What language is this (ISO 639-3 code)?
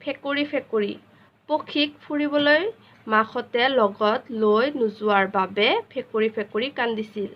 asm